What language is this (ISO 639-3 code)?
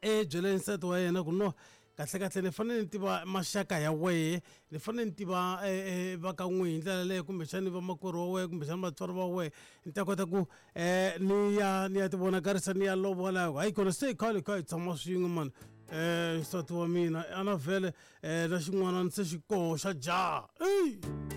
tso